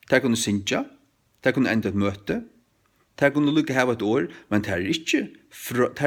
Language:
Faroese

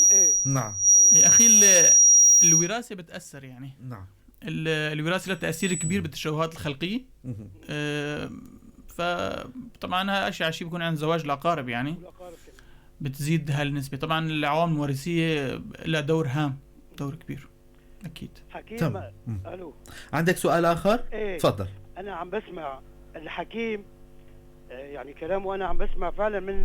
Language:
North Levantine Arabic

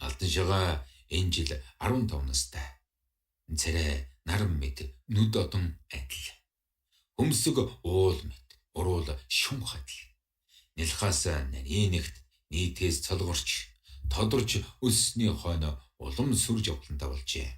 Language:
Mongolian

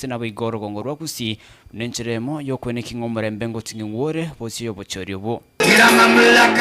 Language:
Gusii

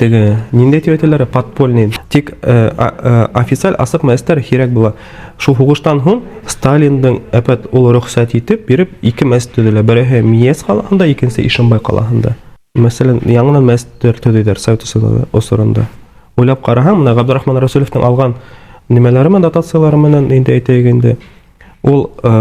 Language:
Bashkir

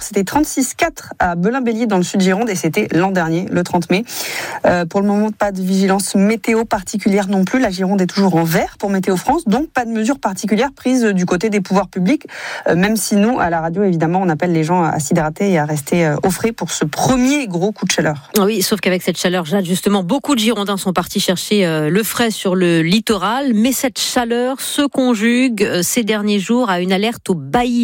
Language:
French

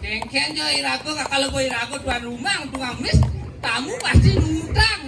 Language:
Balinese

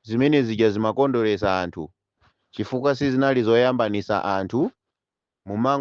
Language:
Nyanja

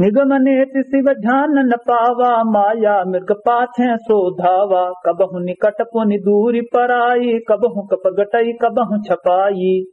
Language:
Awadhi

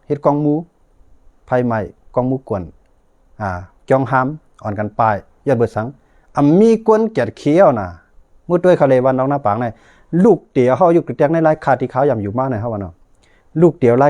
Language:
Shan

